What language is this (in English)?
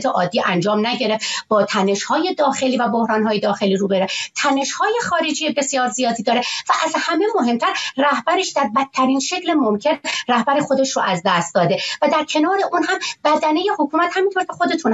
Persian